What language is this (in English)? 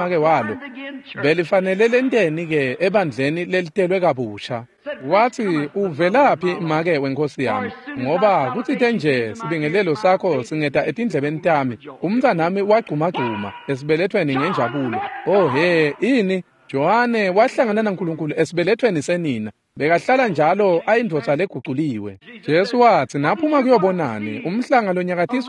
Swati